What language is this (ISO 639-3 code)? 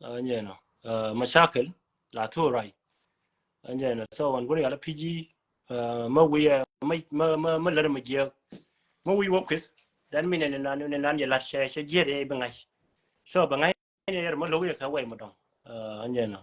nus